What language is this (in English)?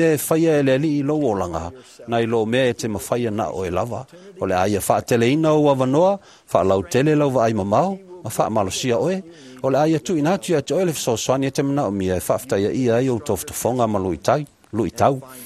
Samoan